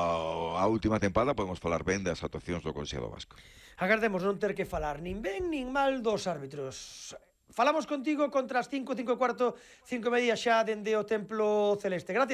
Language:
Galician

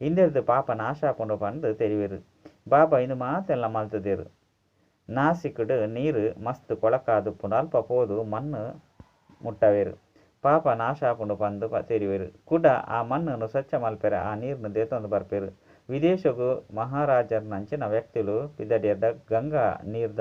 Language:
Tulu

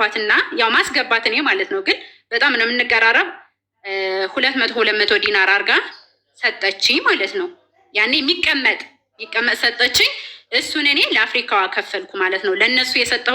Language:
Amharic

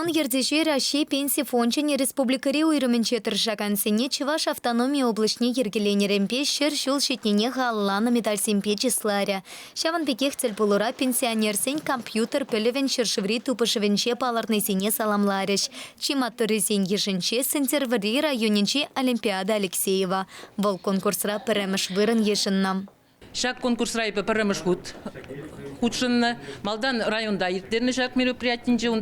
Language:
Chuvash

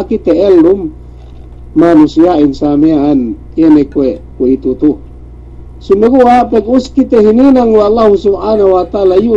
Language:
Yakan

